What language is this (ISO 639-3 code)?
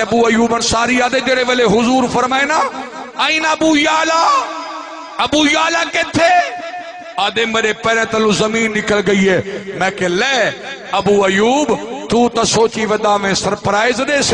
skr